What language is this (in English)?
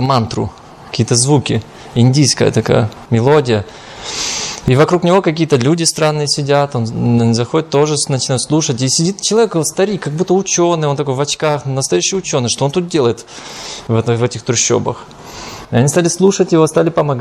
Russian